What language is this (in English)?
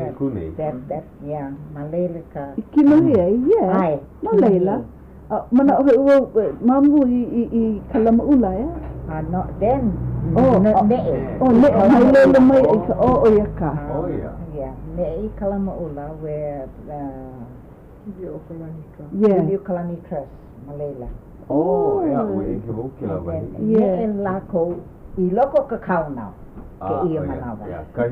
Hawaiian